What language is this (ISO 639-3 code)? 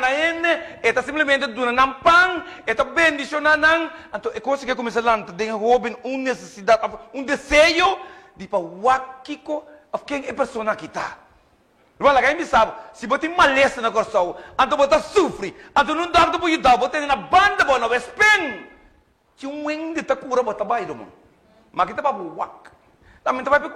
pap